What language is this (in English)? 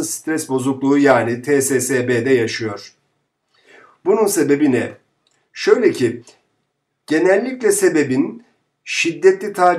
Turkish